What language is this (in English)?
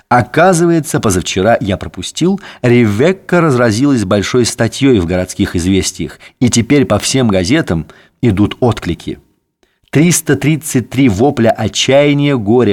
Russian